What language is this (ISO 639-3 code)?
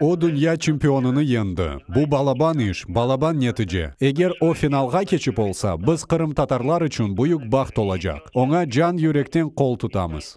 crh